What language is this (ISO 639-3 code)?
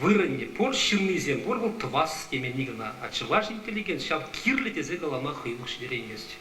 chv